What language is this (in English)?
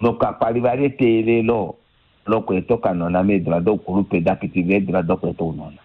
Kuanyama